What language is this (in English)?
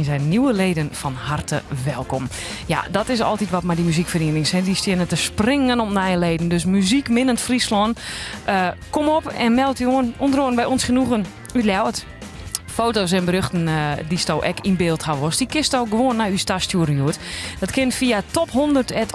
Western Frisian